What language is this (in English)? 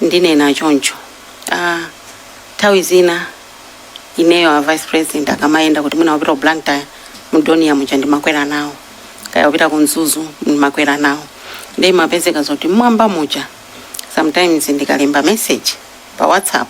Nyanja